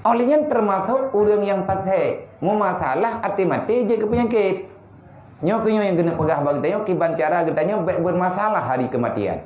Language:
Achinese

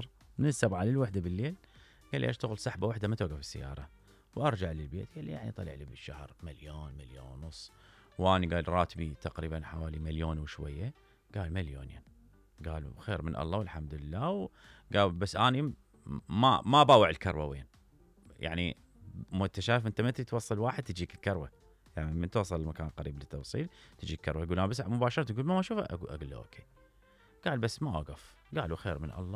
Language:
Mesopotamian Arabic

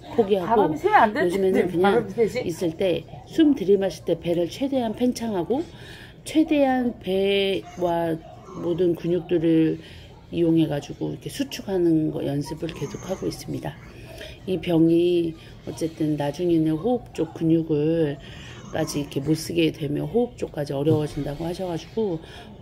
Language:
Korean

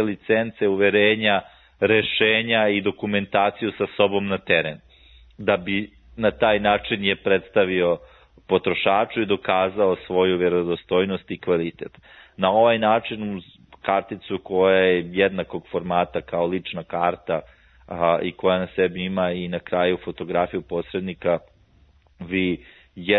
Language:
Serbian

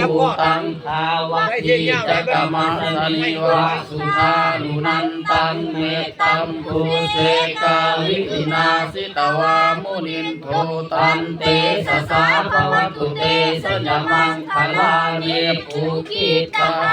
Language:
Pali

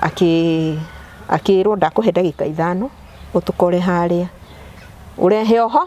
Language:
Kikuyu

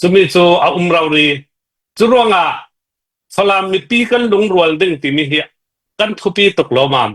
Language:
Hakha Chin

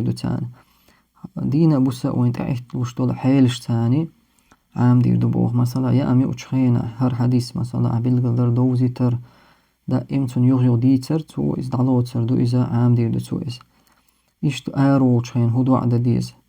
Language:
Chechen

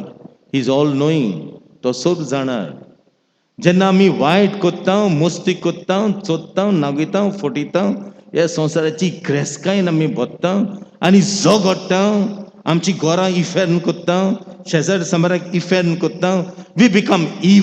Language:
Konkani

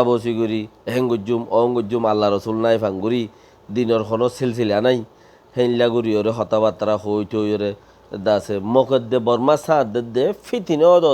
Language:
Rohingya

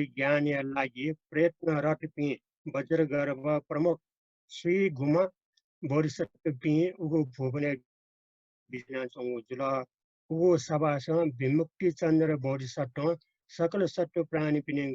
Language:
Newari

